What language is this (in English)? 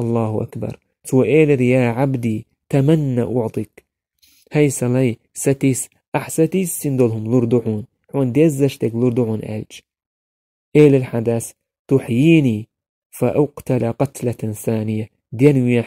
Chechen